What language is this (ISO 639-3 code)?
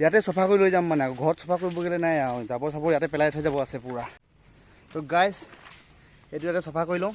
asm